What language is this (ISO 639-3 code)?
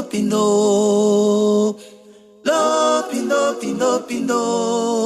bas